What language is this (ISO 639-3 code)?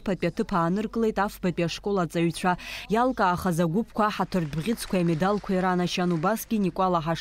abk